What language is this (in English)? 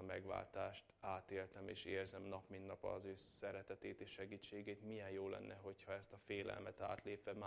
Hungarian